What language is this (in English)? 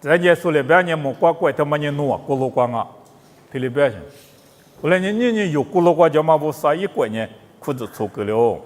Lisu